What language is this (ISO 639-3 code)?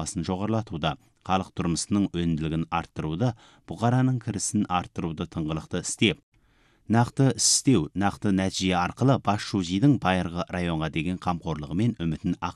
kaz